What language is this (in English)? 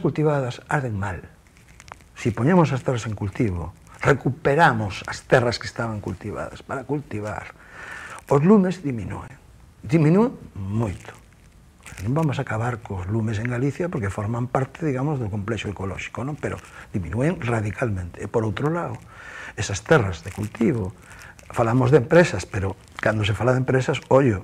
Galician